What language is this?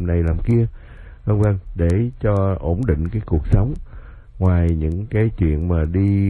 Vietnamese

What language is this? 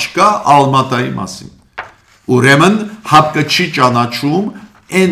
Armenian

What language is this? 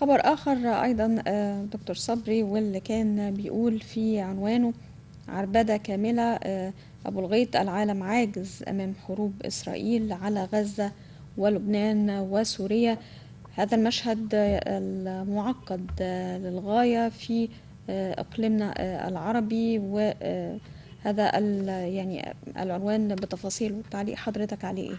Egyptian Arabic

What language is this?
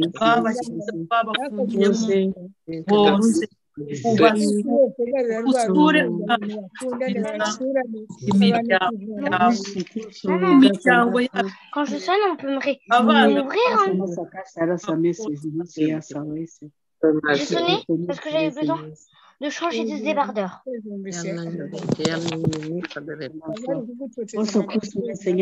Kinyarwanda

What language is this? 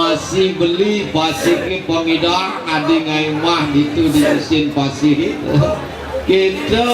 Balinese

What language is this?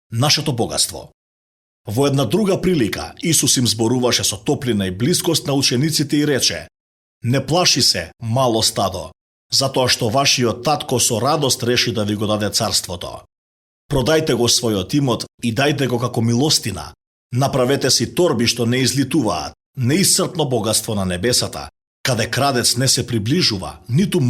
Macedonian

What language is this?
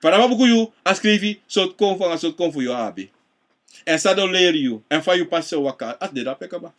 Sranan Tongo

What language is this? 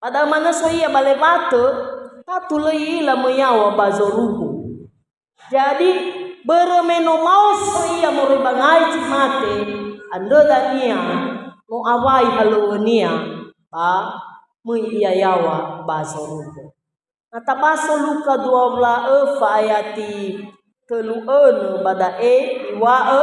Nias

